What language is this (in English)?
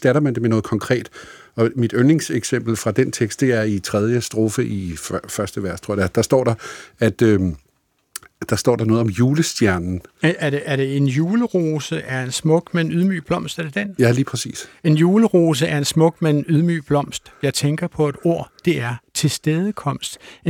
Danish